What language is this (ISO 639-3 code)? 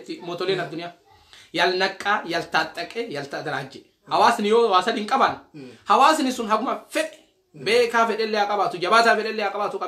orm